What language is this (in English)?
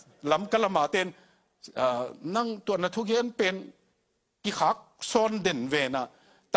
Tedim Chin